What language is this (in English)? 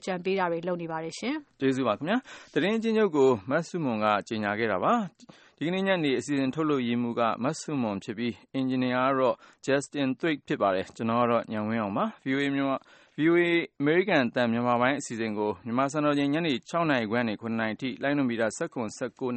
Burmese